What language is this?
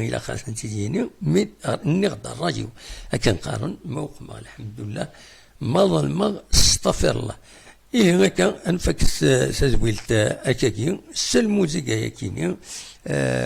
Kabyle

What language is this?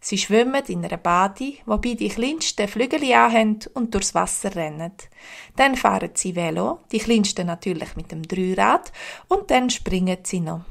Swiss German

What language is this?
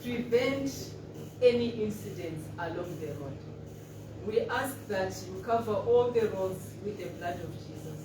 Tswana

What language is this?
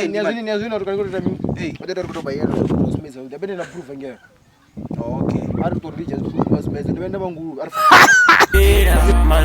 Venda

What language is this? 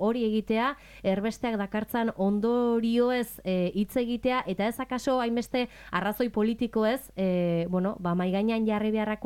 Basque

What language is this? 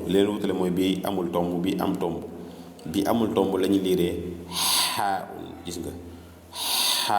Wolof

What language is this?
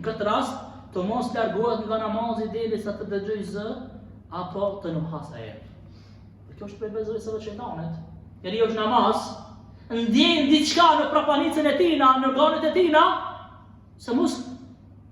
Albanian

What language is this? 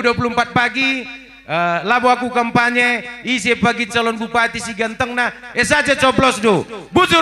Batak Karo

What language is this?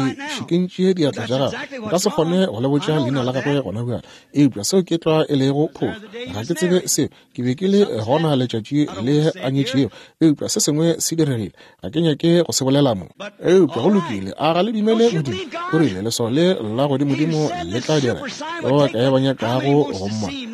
Northern Sotho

